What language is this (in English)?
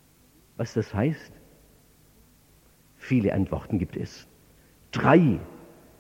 German